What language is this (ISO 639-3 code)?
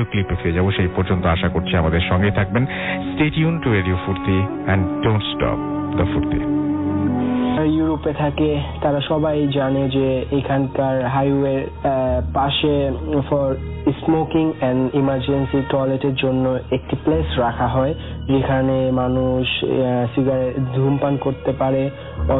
ben